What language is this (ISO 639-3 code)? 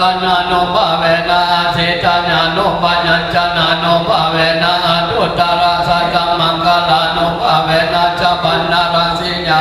pli